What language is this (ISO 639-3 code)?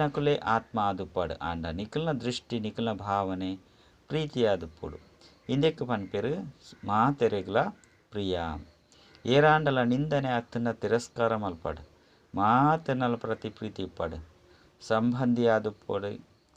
tcy